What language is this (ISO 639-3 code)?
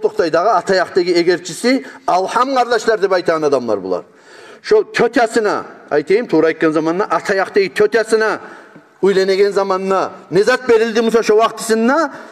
kum